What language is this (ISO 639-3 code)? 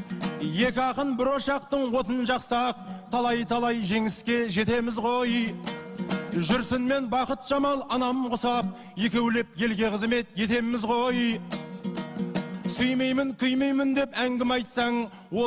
kaz